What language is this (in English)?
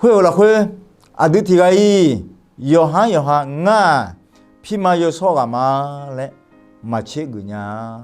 Akha